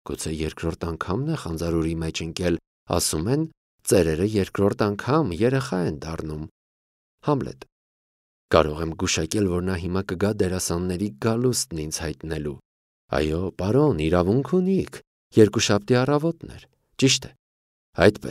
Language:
Armenian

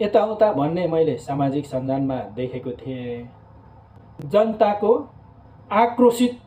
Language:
Nepali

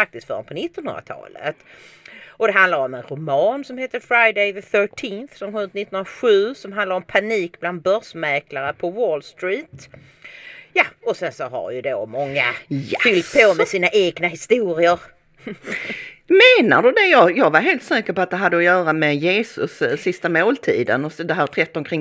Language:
Swedish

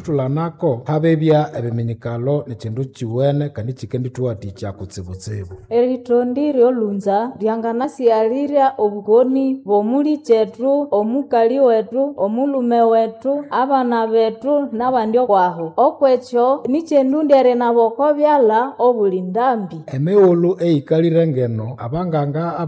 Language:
Nande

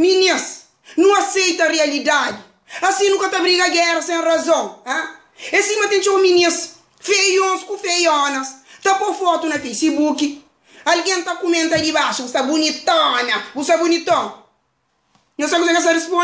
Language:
Kabuverdianu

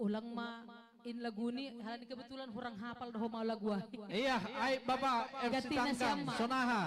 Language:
Batak Simalungun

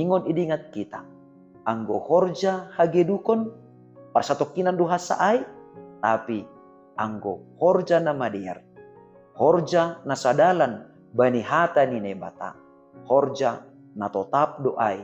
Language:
Batak Simalungun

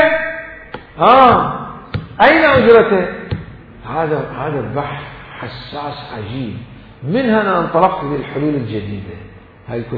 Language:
Mesopotamian Arabic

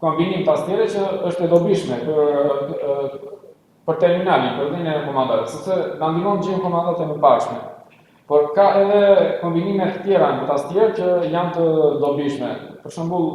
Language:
Albanian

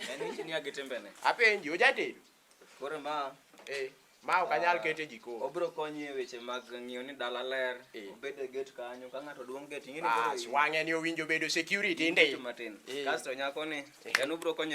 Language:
Luo (Kenya and Tanzania)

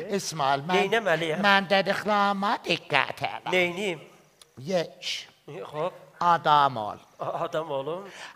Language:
South Azerbaijani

